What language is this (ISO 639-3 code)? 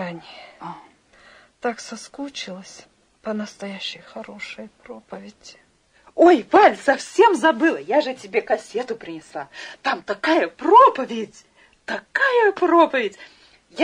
rus